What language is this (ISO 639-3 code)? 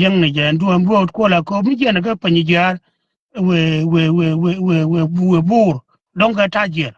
nus